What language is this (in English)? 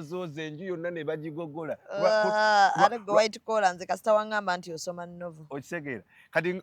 Ganda